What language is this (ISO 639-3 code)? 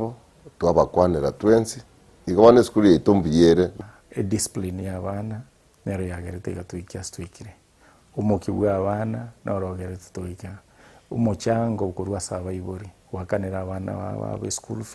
guz